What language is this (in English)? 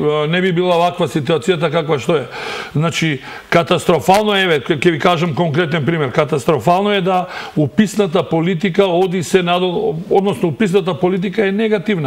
Macedonian